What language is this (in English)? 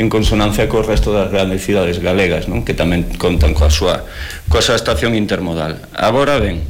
Galician